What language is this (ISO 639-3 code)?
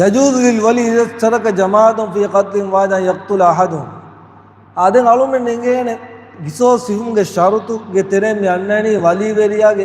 div